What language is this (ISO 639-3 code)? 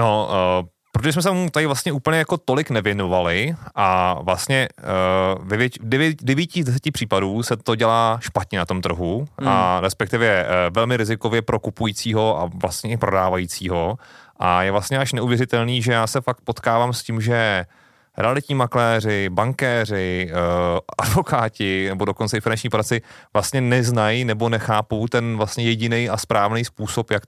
ces